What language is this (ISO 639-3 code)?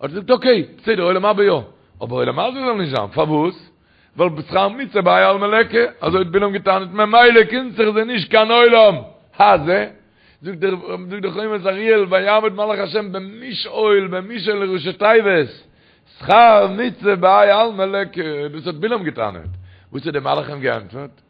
yid